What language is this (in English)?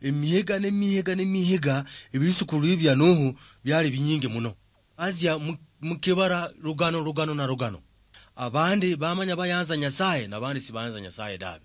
Luyia